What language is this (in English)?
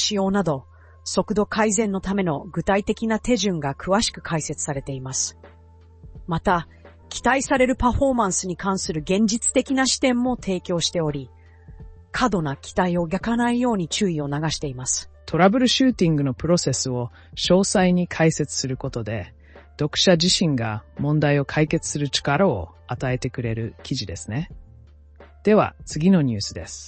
Japanese